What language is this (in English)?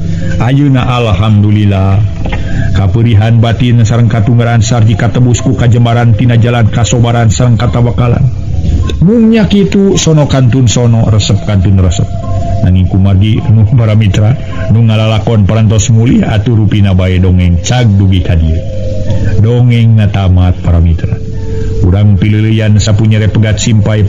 Sundanese